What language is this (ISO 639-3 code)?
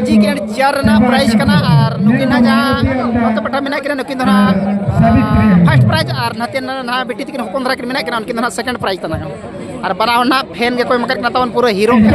sat